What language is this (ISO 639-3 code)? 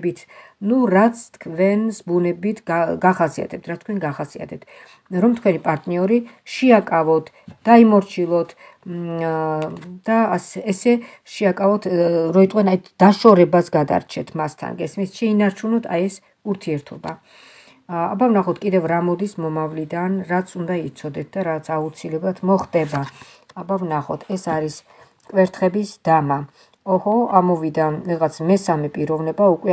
kat